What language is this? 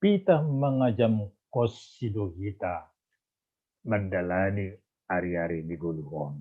Batak Simalungun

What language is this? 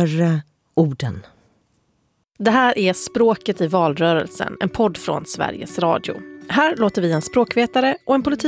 Swedish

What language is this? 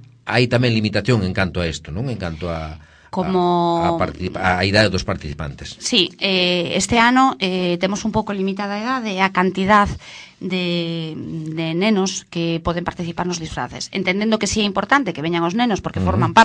Galician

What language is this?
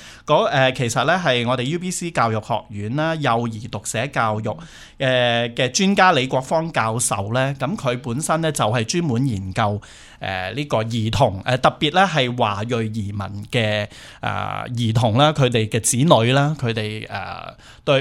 Cantonese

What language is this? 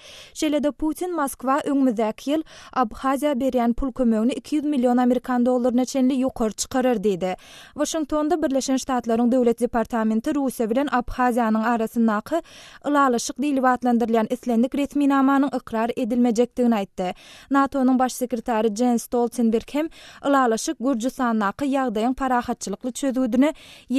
Turkmen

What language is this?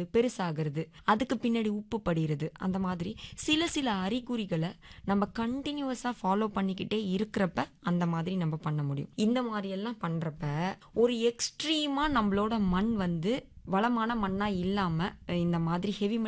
Tamil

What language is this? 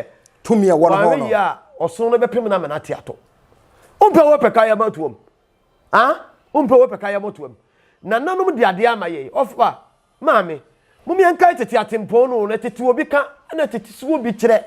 Akan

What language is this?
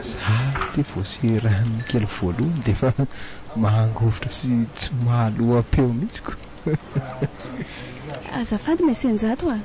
Malagasy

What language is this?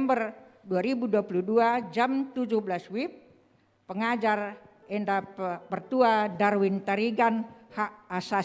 Batak Karo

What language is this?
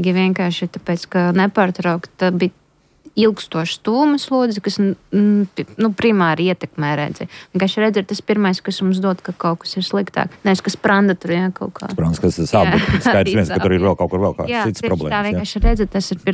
Latvian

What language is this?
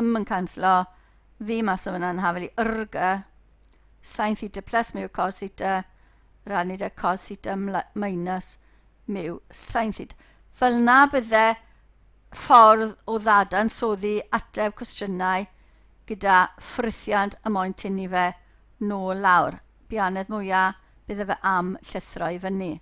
Welsh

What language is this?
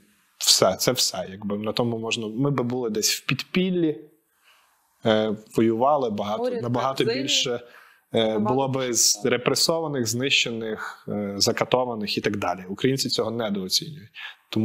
Ukrainian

